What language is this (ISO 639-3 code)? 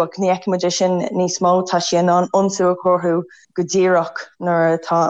gle